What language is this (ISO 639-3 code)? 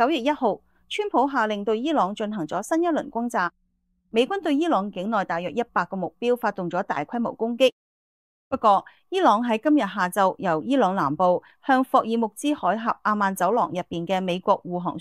yue